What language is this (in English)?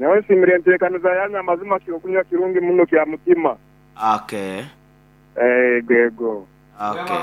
Nyankole